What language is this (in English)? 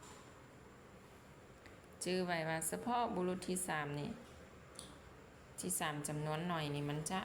Lao